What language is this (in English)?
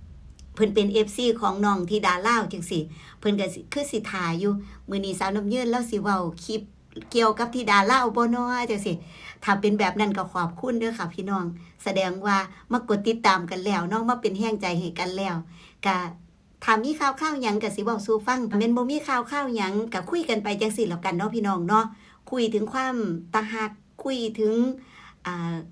Northeastern Thai